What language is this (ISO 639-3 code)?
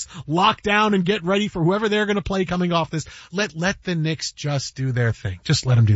eng